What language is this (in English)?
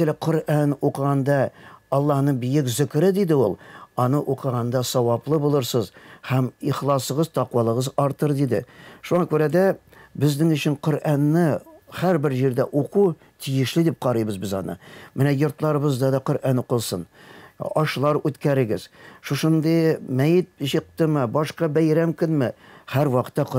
Tatar